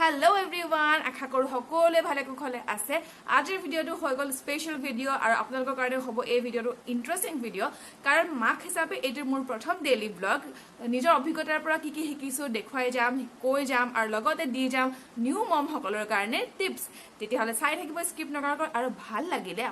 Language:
Assamese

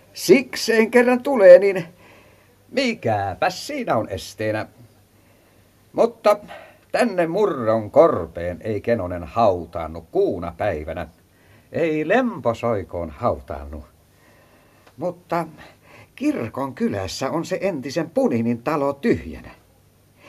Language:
Finnish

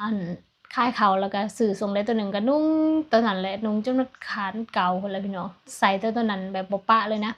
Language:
Lao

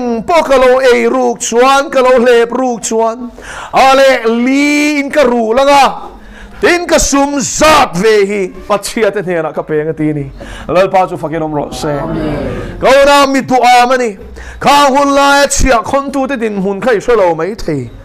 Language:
Mizo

